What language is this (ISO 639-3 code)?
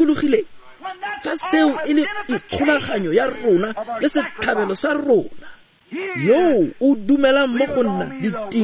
tsn